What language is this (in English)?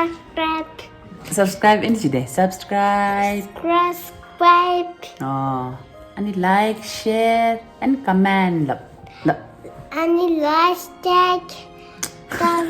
Tibetan